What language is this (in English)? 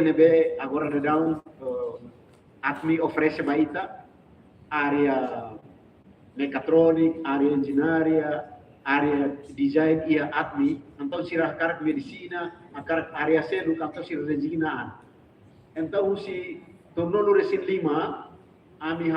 Tetum